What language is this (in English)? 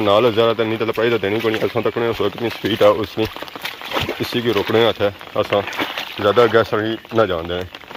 Pahari-Potwari